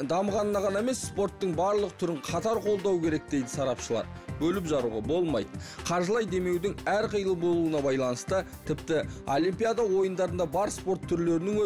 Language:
Kazakh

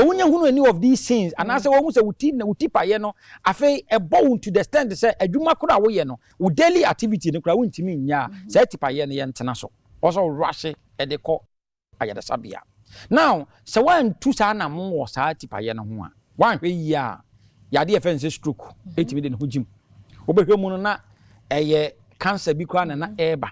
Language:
Akan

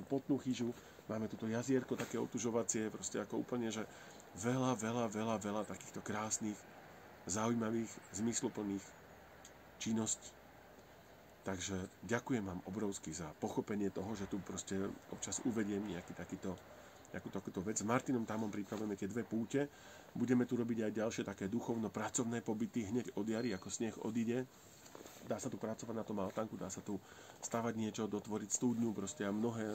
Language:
Slovak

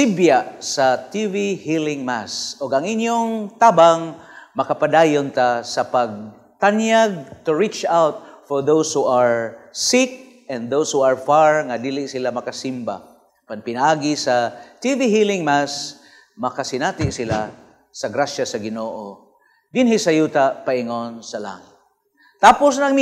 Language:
Cebuano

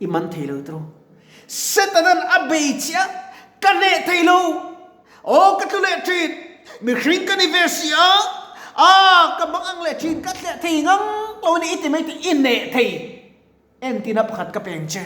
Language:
Mizo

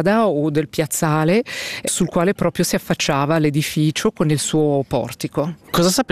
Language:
Italian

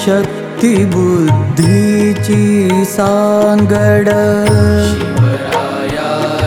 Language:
Marathi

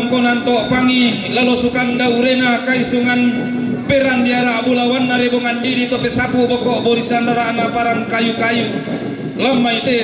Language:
Toraja-Sa'dan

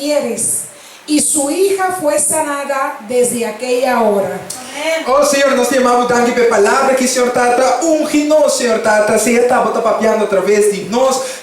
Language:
Papiamento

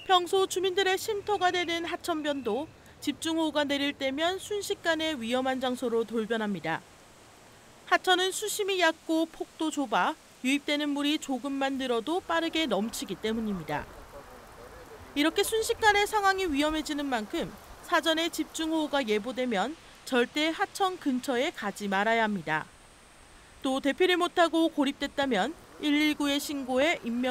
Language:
Korean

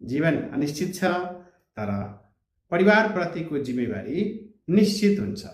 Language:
Nepali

